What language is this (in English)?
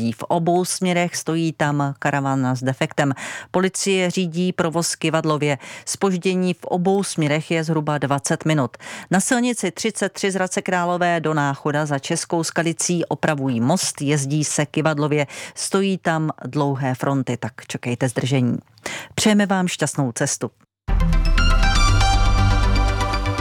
Czech